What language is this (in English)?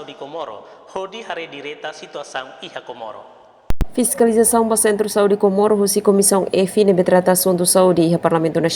Tetum